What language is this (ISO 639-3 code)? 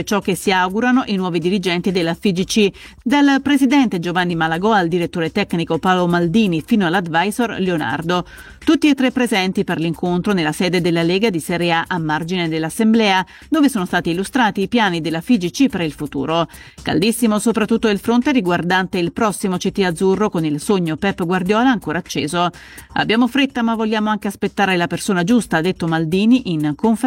ita